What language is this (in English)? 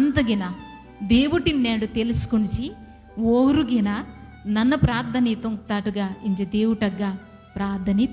Koya